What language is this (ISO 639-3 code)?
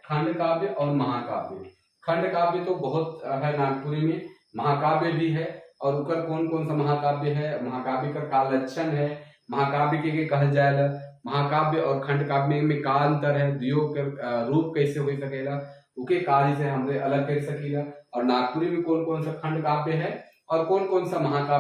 sck